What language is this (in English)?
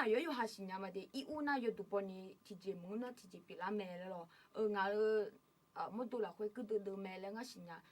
Akha